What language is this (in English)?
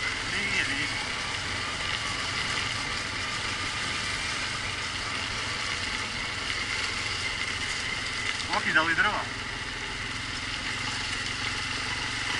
Croatian